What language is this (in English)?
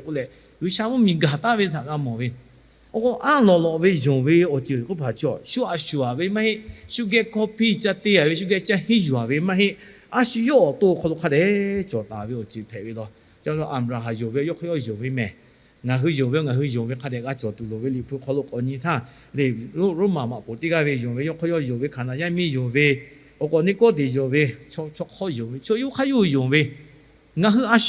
Lahu